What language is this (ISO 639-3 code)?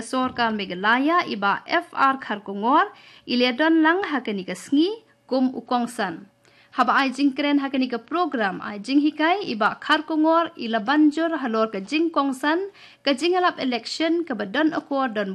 kha